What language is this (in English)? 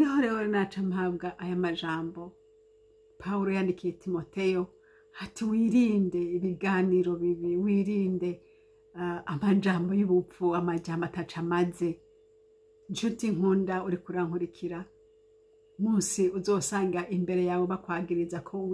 Rundi